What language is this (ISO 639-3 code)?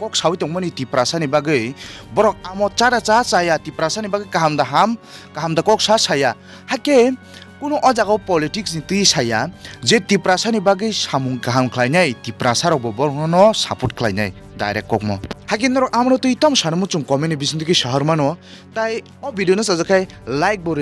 trp